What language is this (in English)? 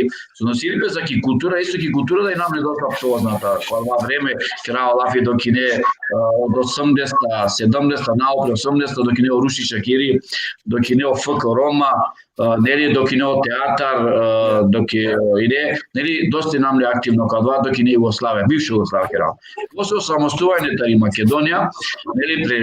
Balkan Romani